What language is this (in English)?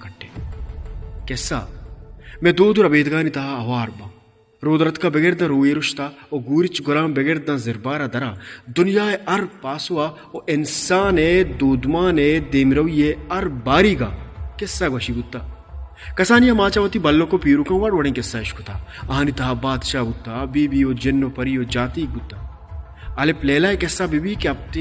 Baluchi